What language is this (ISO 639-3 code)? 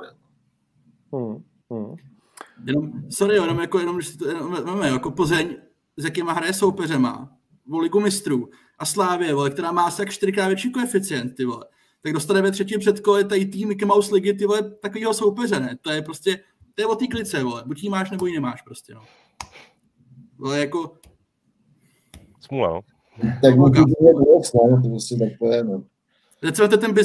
ces